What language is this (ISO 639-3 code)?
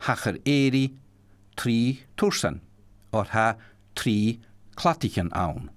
gla